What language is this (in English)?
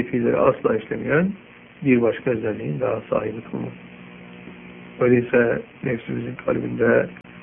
Turkish